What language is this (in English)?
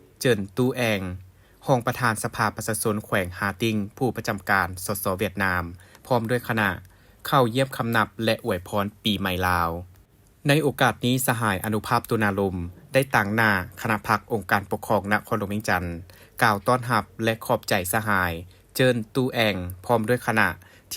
Lao